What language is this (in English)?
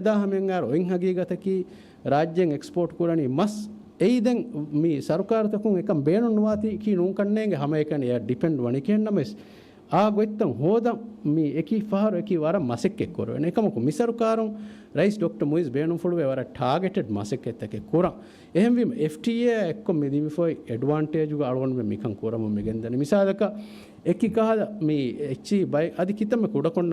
Divehi